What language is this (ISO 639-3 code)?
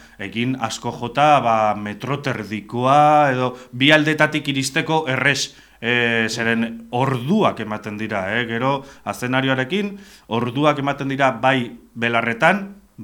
eus